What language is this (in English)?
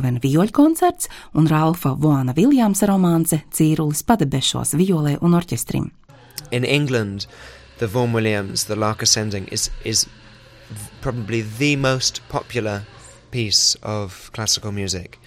Latvian